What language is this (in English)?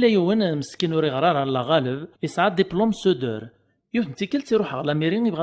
Kabyle